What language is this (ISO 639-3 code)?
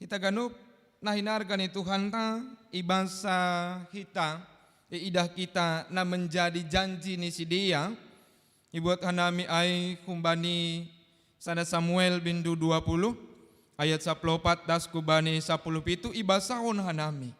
bts